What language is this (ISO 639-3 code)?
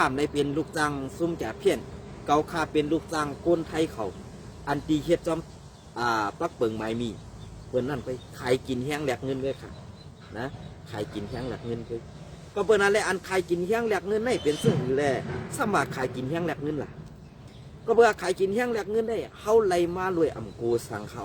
shn